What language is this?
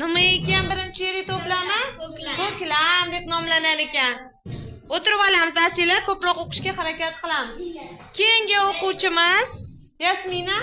Uzbek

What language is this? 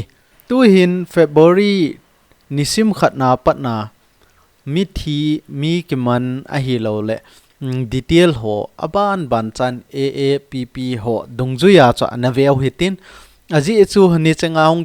Thado Chin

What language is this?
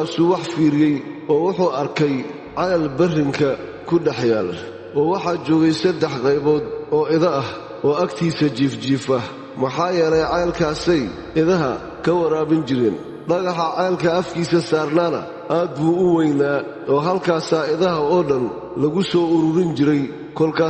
Somali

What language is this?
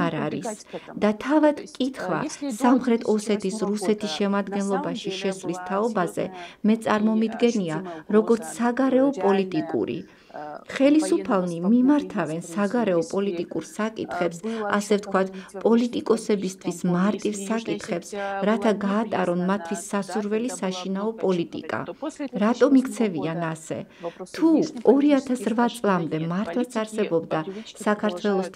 Georgian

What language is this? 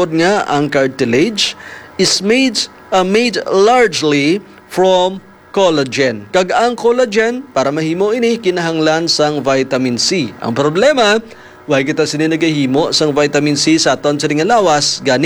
Hiligaynon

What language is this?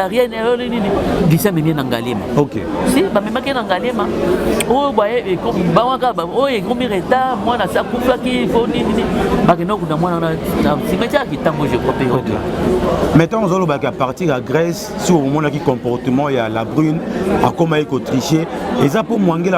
Lingala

